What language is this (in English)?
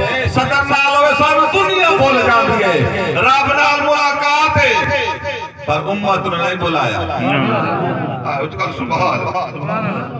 Saraiki